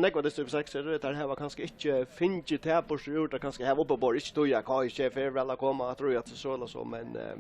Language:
Faroese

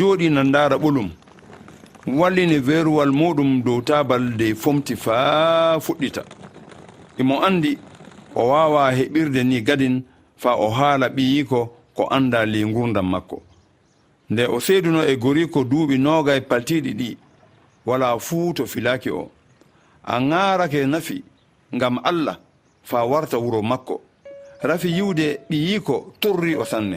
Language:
Fula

